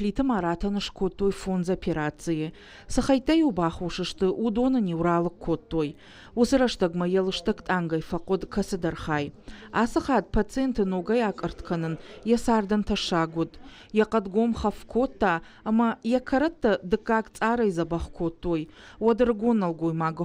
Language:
Ossetic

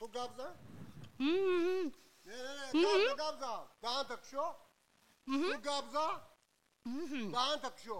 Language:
Tajik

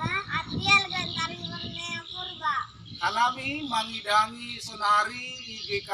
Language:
Batak Simalungun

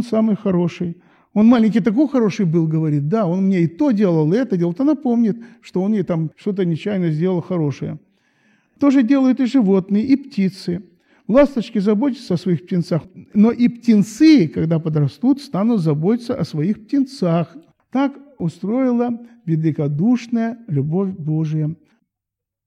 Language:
Russian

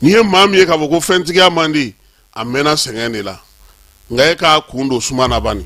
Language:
Bambara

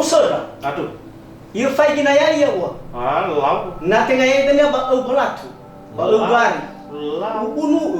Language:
Nias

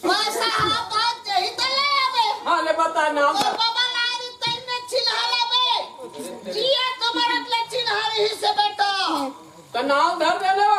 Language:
Chhattisgarhi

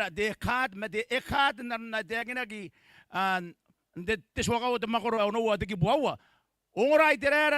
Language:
Gilbertese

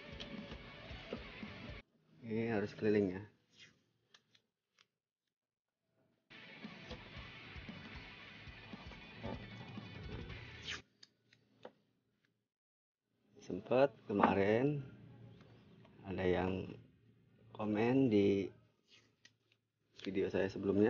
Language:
Indonesian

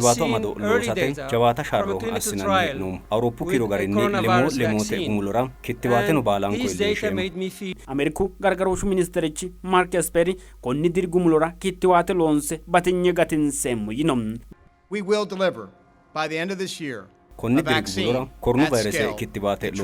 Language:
Sidamo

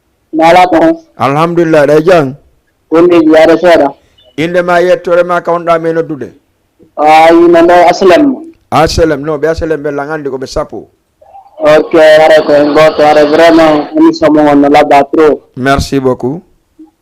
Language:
Fula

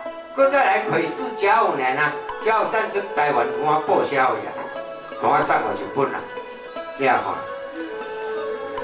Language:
Min Nan Chinese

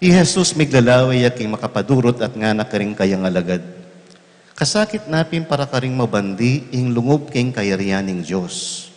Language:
Pampanga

